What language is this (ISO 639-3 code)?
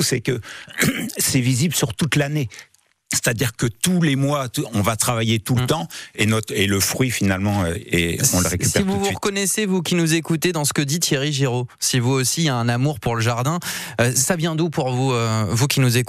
fra